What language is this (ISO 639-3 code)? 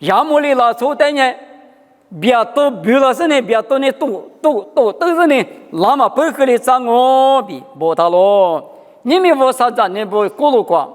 lis